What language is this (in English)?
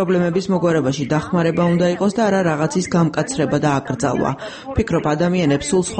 Georgian